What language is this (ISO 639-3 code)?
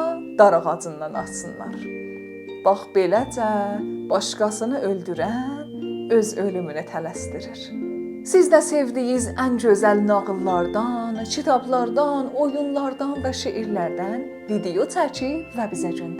azb